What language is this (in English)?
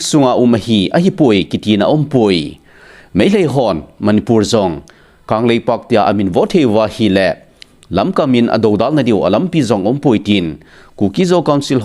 Thado Chin